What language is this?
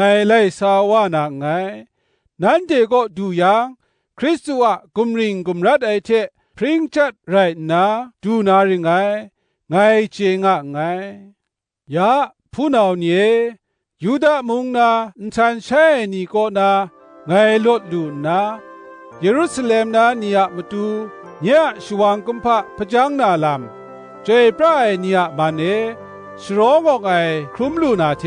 Kachin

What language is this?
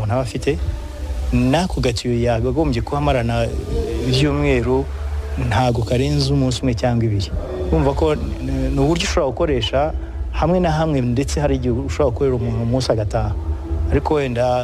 Kinyarwanda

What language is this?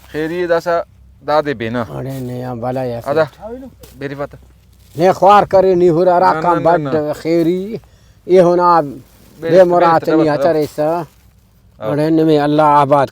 Brahui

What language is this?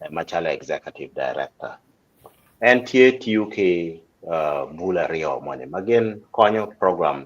Acoli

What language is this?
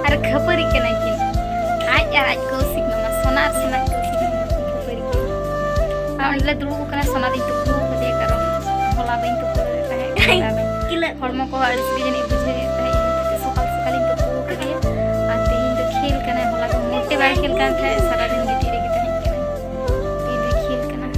Santali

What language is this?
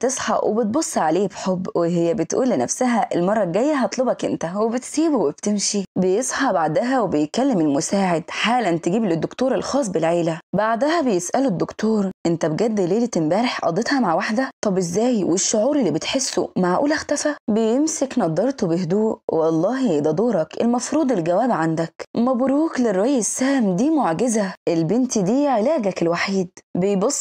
Egyptian Arabic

